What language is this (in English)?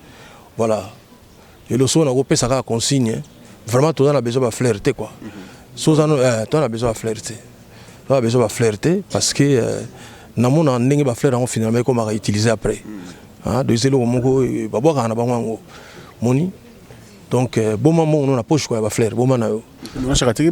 Lingala